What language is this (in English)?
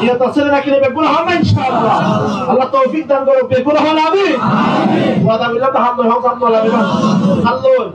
Rohingya